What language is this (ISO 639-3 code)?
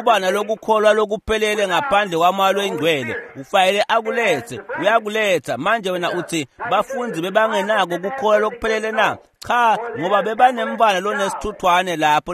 ssw